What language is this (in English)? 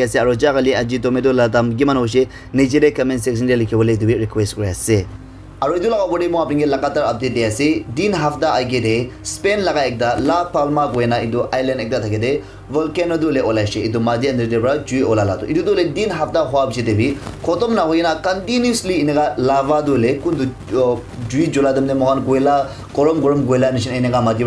Naga Pidgin